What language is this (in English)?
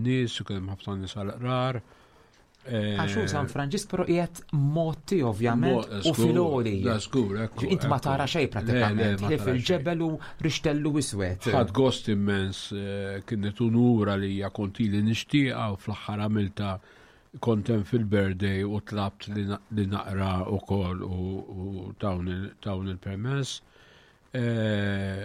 Maltese